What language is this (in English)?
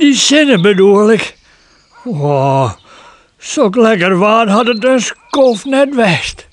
Western Frisian